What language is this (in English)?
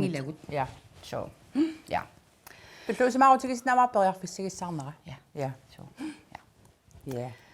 Kalaallisut